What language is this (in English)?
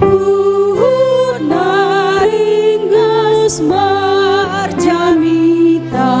Batak Toba